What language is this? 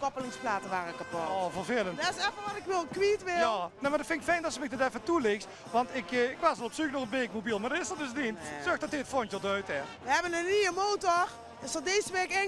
Limburgish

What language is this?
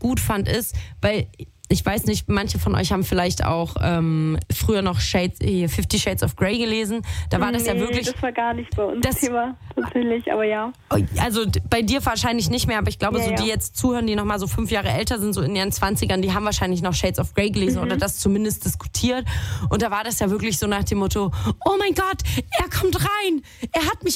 German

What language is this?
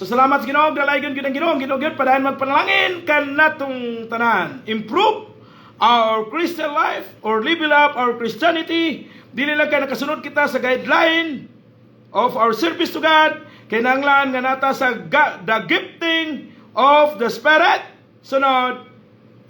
Cebuano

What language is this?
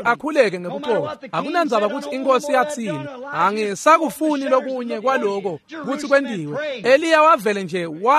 Swati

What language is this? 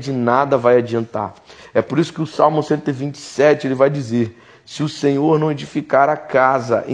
Portuguese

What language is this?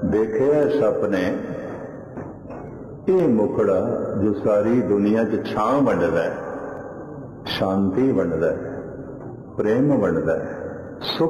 Punjabi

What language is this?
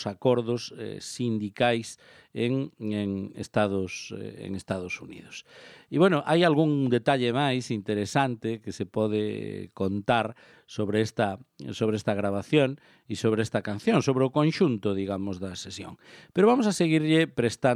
Galician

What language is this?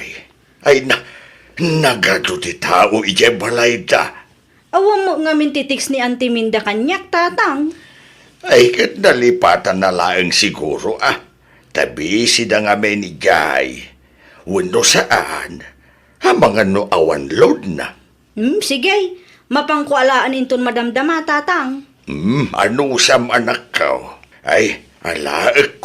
Iloko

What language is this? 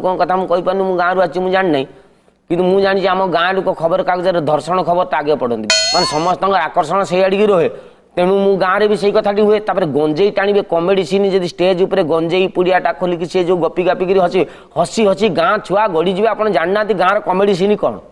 Odia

